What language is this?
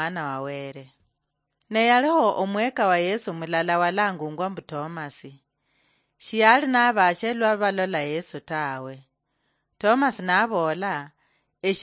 Luyia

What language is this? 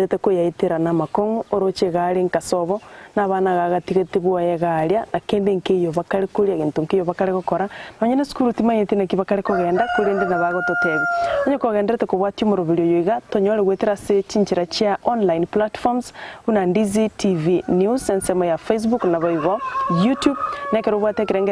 Gusii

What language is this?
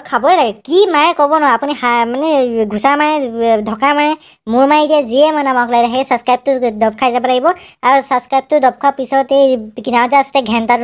Assamese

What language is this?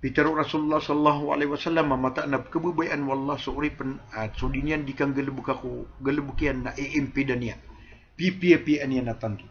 Maranao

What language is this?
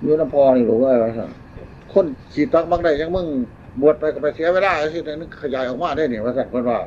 Northeastern Thai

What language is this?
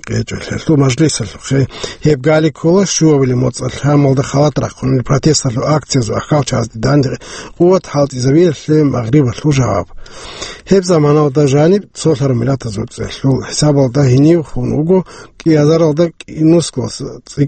Avaric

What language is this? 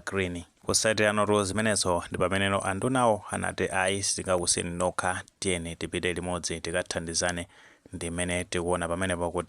Nyanja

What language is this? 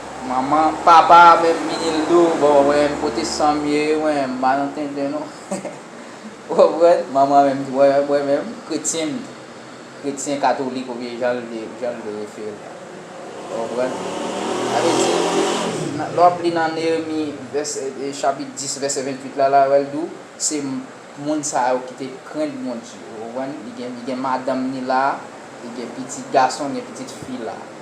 Haitian Creole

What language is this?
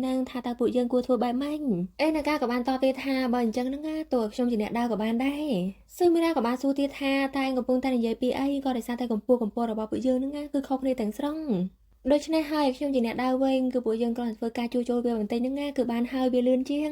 Khmer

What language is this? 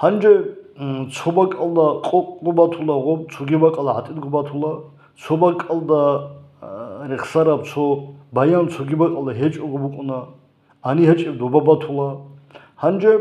Avaric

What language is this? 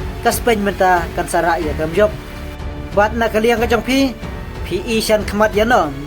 Khasi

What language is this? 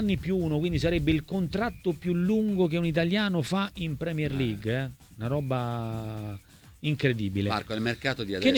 Italian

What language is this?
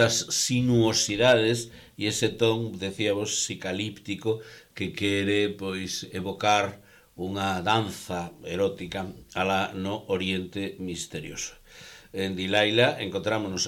Galician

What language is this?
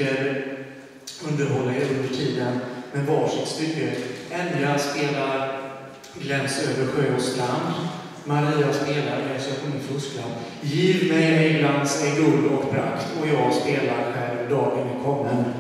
Swedish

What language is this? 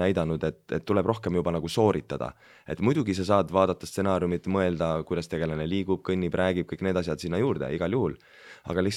Estonian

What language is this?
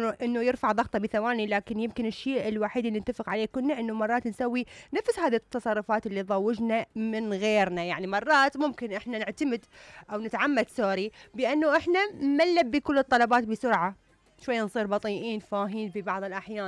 Mesopotamian Arabic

